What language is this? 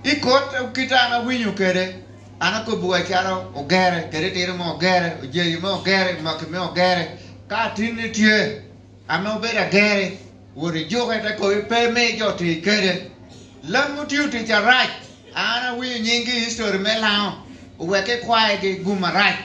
Lango (Uganda)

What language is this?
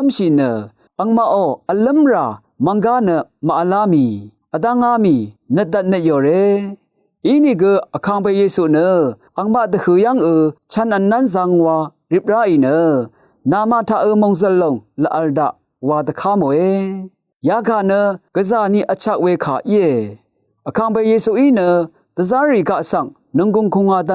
Rawang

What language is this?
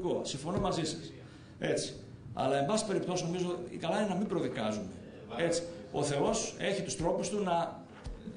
Greek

